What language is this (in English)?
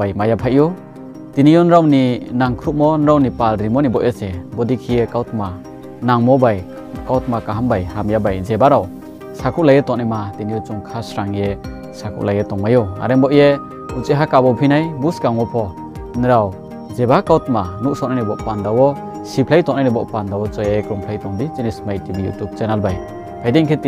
Riang (India)